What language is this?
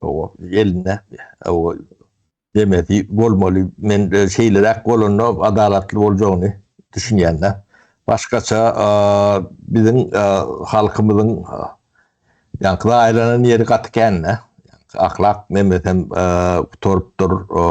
Turkmen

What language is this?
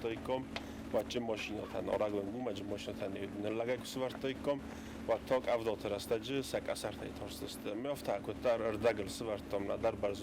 Ossetic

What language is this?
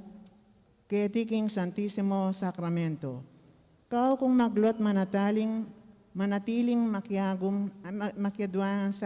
Pampanga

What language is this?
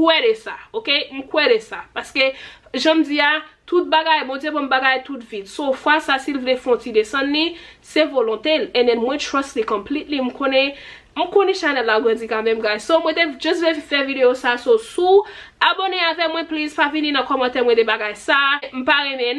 Haitian Creole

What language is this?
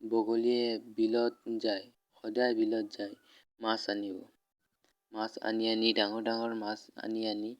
Assamese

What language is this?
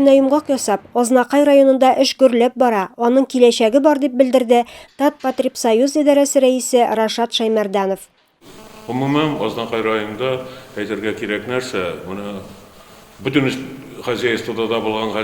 Tatar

